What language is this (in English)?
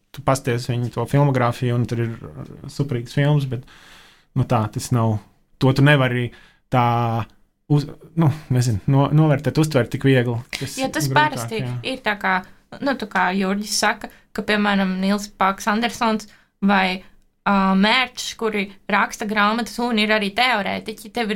Latvian